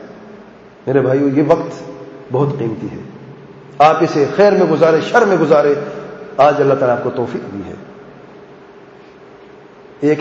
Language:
Urdu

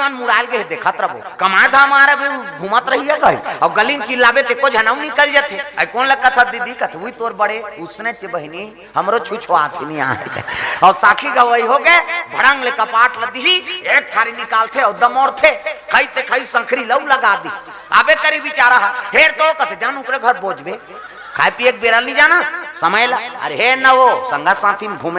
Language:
Chhattisgarhi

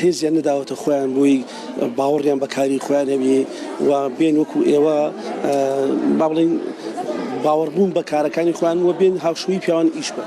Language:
Central Kurdish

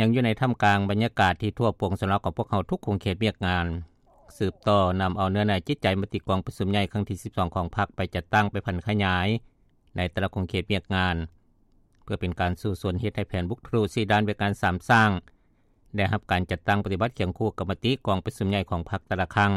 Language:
Lao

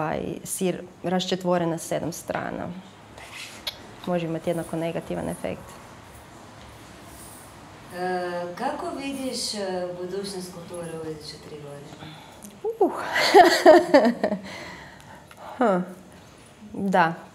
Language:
Croatian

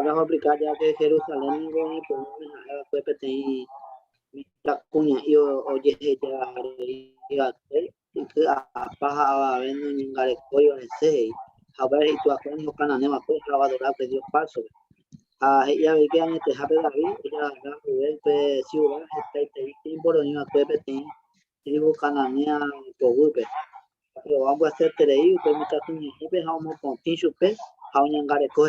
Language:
Guarani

